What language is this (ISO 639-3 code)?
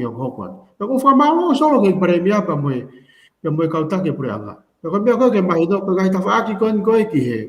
ton